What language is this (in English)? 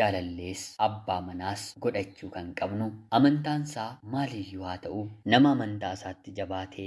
Oromo